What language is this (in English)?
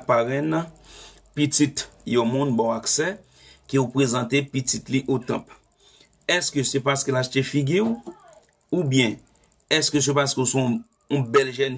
Haitian Creole